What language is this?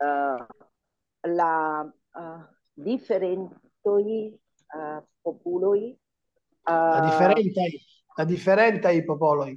Esperanto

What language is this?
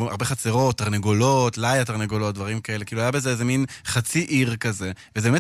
Hebrew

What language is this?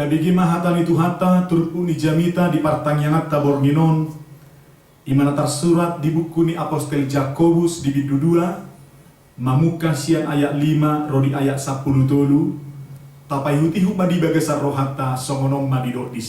Batak Toba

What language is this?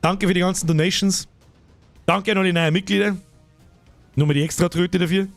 Bavarian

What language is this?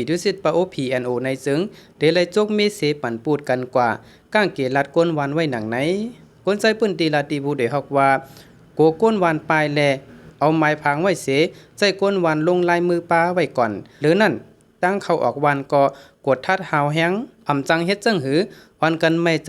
Shan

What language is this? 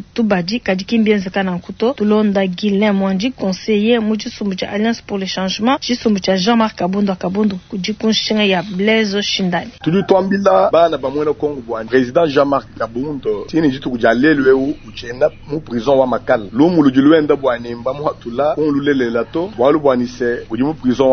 Luba-Lulua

